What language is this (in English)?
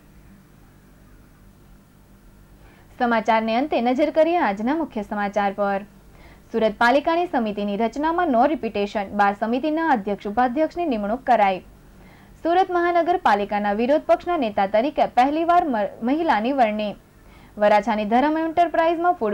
Gujarati